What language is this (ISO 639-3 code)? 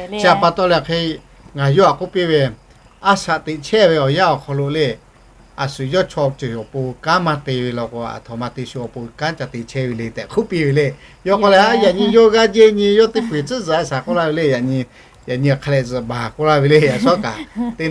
lhu